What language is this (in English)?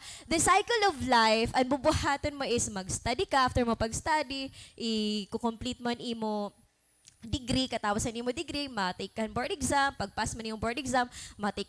Waray